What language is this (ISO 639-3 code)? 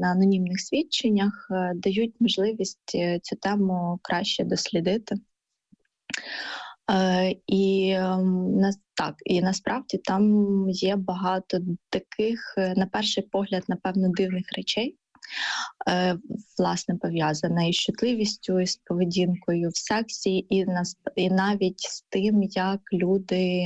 ukr